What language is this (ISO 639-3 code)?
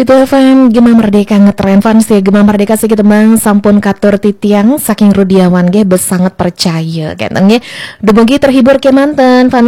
ban